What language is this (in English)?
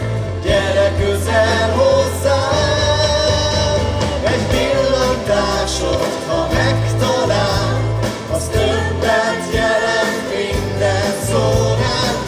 Hungarian